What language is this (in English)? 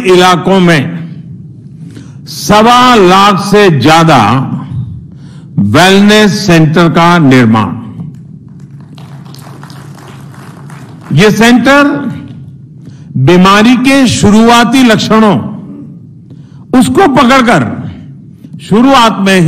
Hindi